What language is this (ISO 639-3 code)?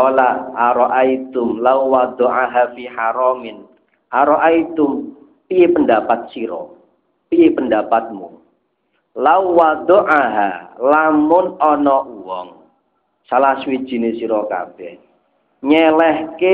jav